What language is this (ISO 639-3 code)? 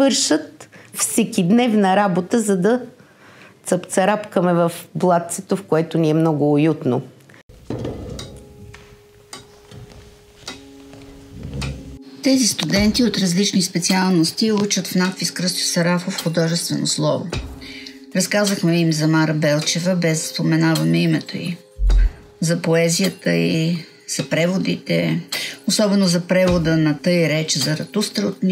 bul